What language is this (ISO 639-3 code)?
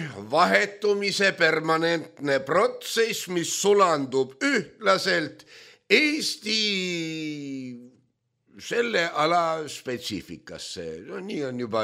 est